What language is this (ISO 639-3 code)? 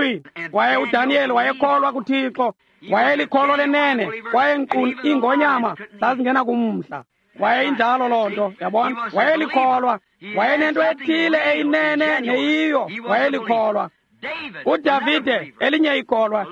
xho